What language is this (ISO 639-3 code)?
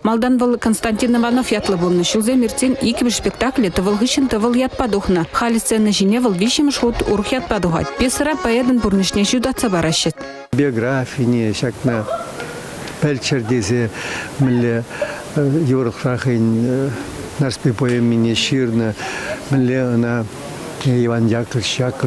chv